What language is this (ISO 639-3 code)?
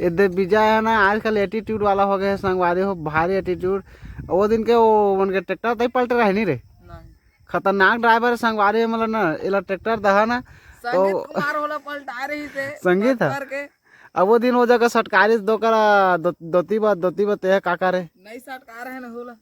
hne